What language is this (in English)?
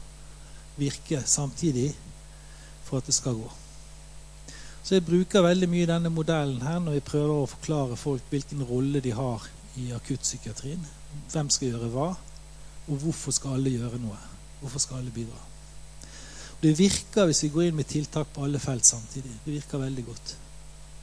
Norwegian